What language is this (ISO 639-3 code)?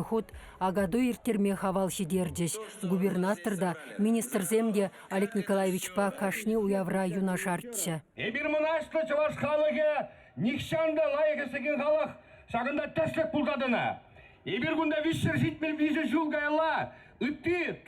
chv